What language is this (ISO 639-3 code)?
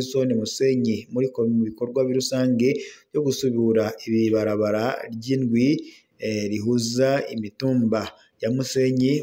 run